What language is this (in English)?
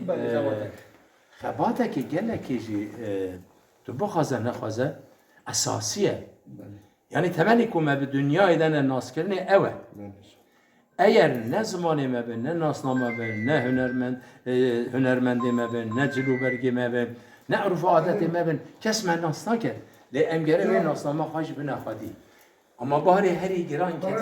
Kurdish